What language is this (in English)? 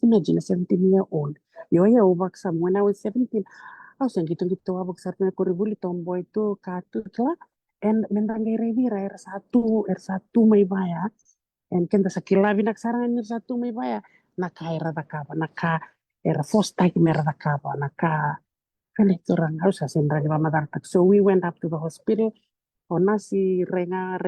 Fijian